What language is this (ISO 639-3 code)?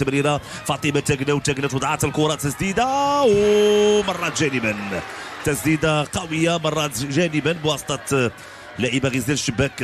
ary